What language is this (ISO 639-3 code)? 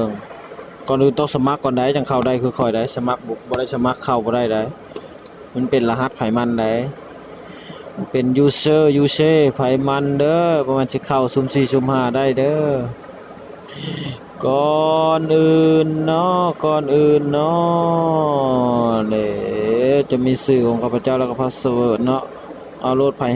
lao